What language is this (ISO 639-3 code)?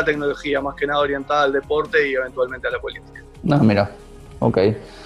spa